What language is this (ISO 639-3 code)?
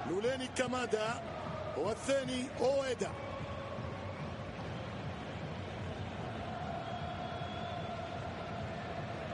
ara